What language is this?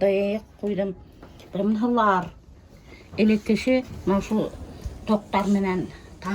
Bashkir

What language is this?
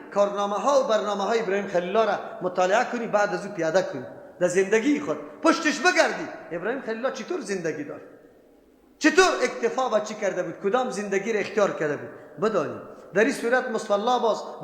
Persian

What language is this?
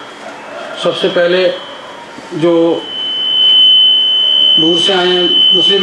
Urdu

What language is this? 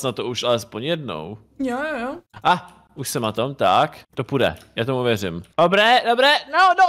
Czech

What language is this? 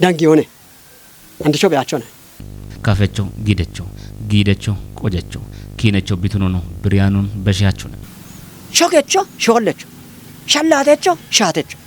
Kafa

